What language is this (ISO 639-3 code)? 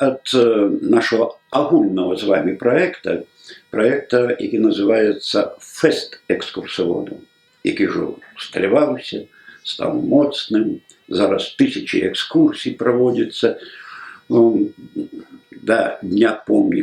bel